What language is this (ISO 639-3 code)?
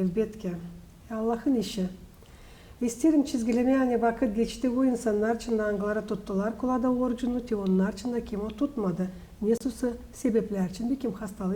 gag